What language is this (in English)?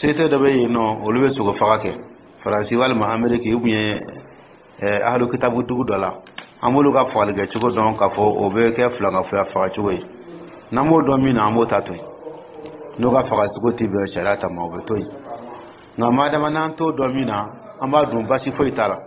Dyula